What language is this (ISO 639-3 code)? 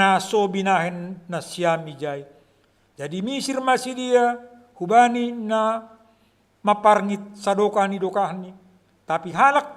bts